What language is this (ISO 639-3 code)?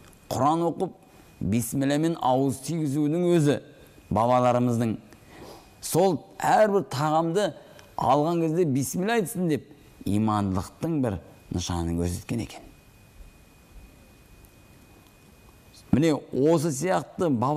kaz